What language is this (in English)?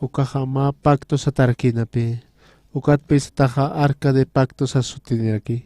Aymara